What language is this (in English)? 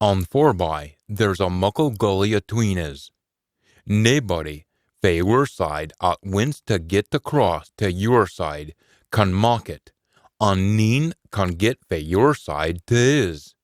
Scots